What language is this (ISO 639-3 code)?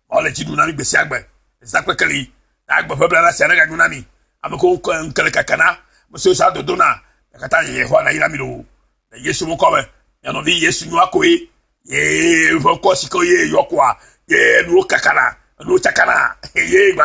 ewe